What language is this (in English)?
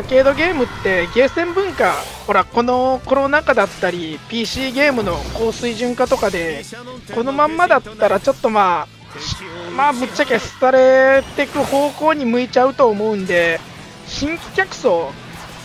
Japanese